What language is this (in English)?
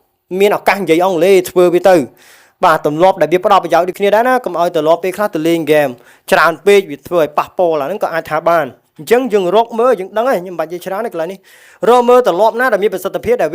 Khmer